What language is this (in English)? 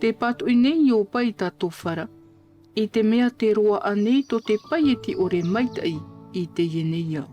Tahitian